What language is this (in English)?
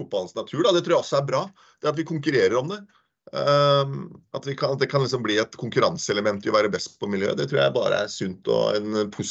Norwegian